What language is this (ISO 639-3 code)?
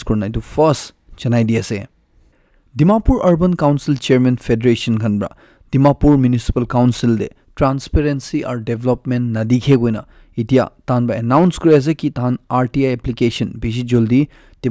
nag